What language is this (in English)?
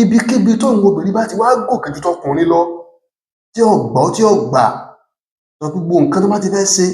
Yoruba